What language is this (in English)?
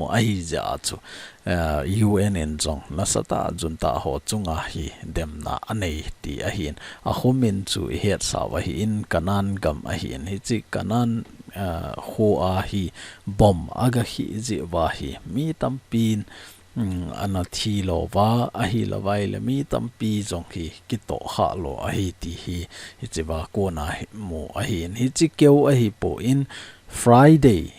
Thado Chin